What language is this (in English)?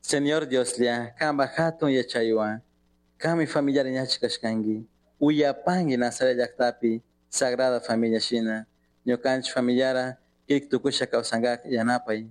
Chimborazo Highland Quichua